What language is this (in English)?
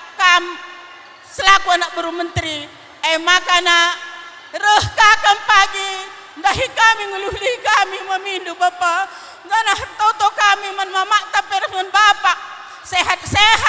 Batak Karo